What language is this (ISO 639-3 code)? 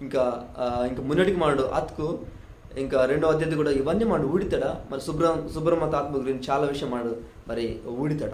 kff